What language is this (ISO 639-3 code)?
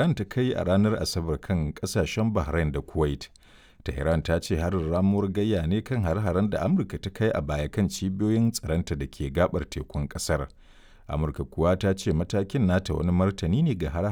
hau